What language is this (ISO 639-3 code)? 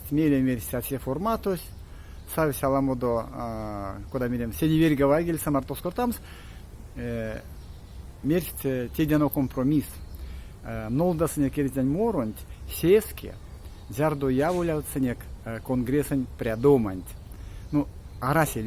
myv